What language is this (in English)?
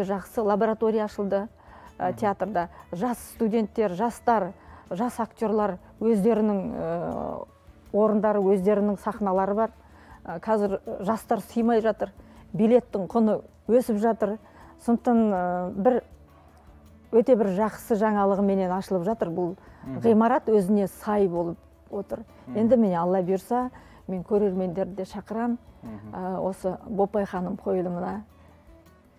Kazakh